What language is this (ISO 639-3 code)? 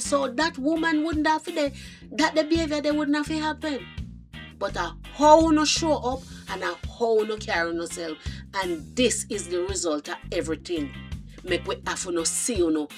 jam